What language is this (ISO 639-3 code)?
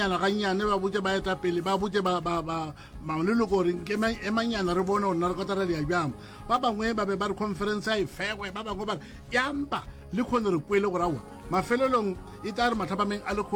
nso